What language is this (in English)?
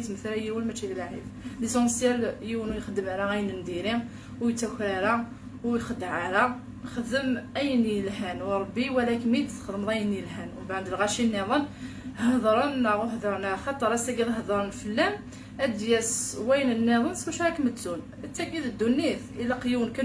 Kabyle